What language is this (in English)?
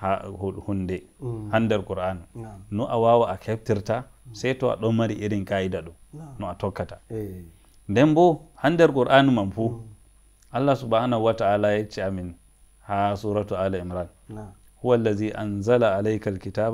Nigerian Fulfulde